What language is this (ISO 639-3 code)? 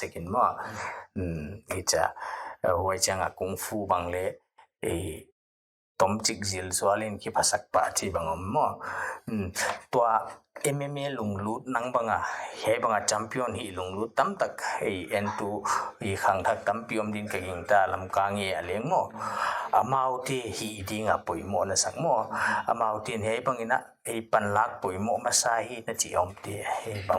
pck